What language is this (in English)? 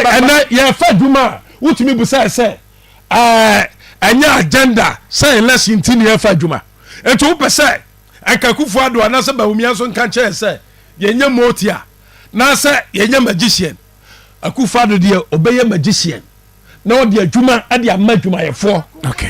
Akan